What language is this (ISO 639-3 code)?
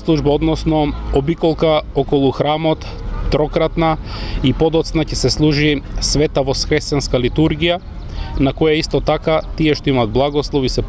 mkd